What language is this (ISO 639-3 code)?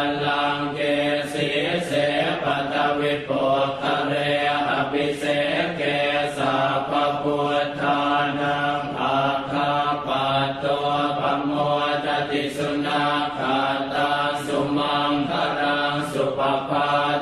pli